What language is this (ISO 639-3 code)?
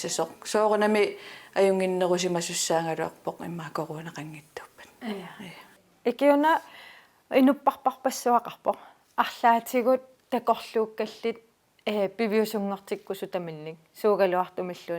kal